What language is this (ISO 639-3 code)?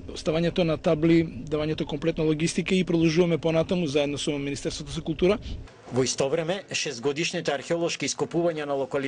mkd